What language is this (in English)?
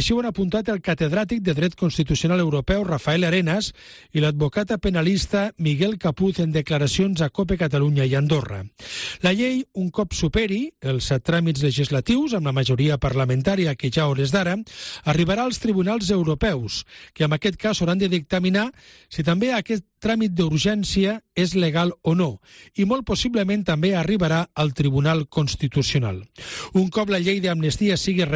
Catalan